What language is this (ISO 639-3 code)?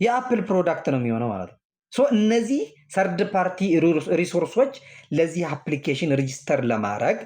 amh